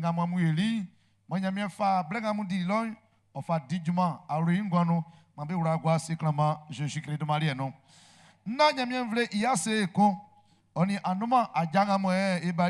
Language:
Baoulé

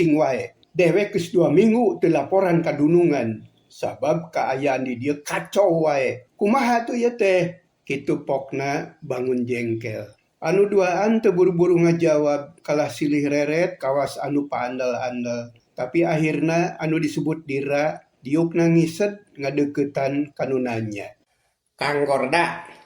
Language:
Sundanese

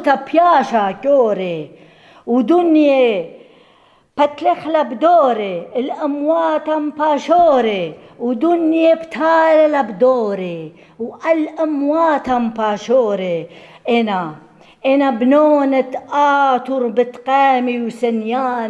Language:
Assyrian Neo-Aramaic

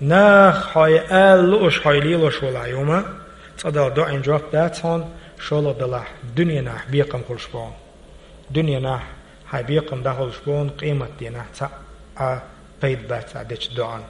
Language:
Chechen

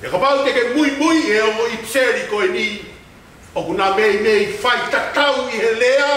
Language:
Tongan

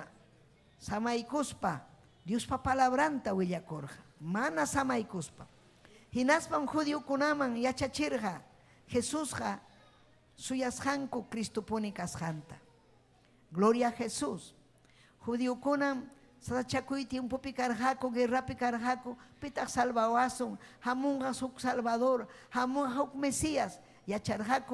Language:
Ayacucho Quechua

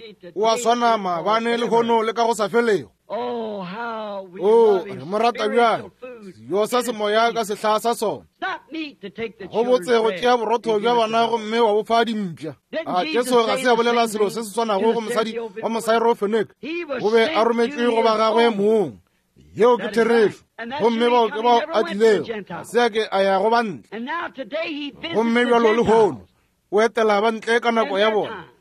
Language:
Northern Sotho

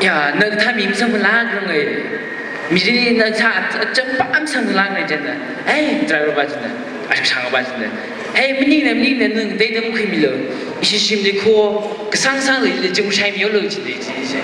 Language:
Tangkhul Naga (India)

